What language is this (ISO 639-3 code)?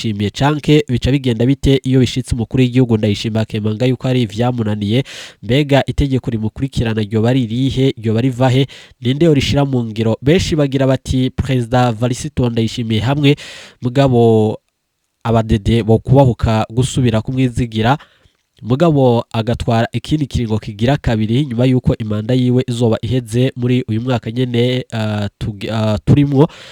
run